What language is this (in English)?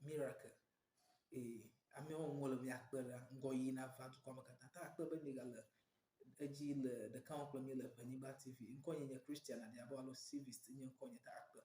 Ewe